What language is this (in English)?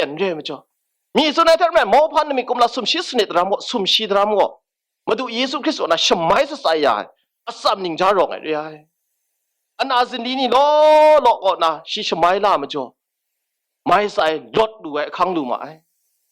Kachin